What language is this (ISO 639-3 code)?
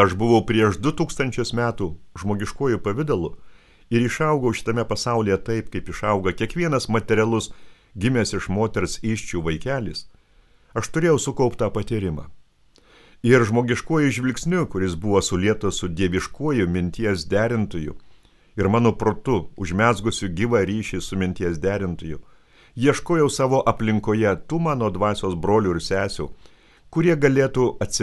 lit